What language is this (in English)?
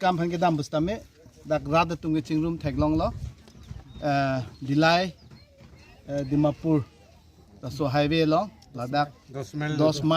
Karbi